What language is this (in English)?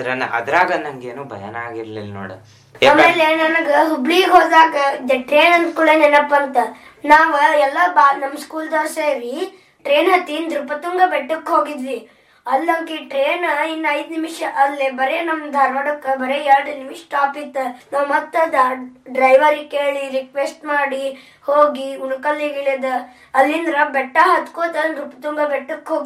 Kannada